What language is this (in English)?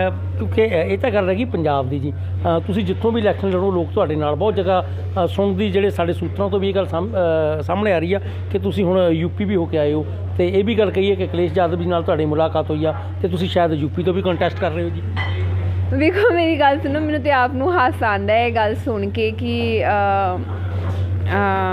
Punjabi